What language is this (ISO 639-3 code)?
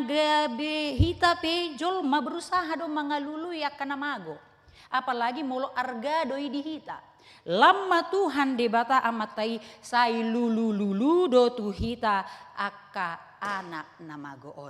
bbc